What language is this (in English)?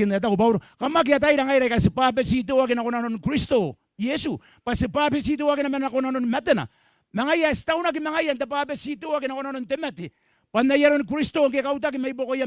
Gilbertese